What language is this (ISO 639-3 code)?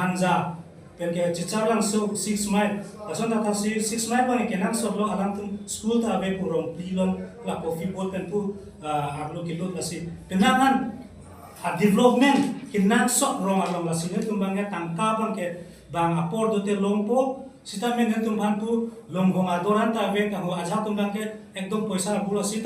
mjw